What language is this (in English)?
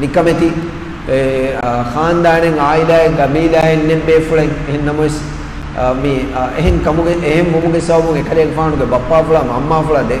Divehi